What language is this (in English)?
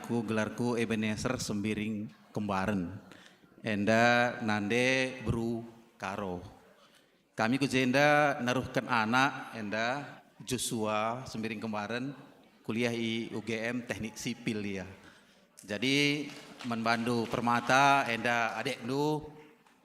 Batak Karo